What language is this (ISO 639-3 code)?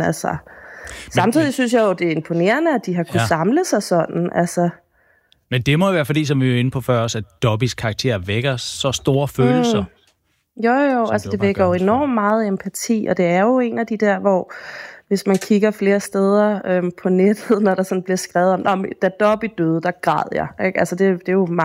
dan